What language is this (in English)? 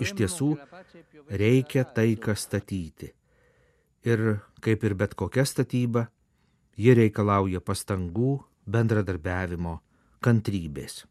Lithuanian